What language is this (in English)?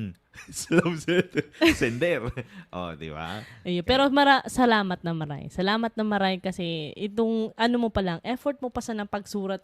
Bikol